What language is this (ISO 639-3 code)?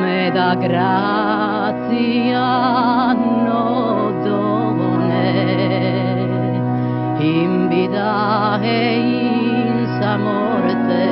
srd